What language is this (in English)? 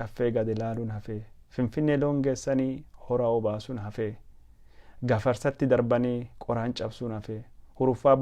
Oromo